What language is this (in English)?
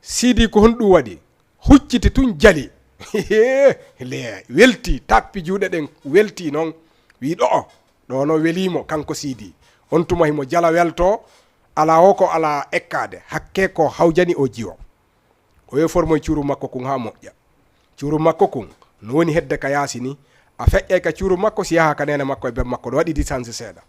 Fula